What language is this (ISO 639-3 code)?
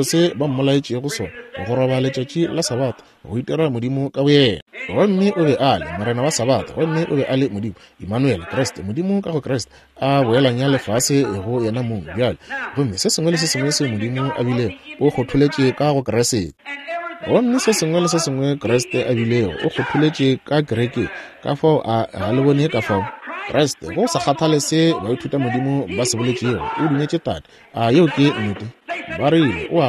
nso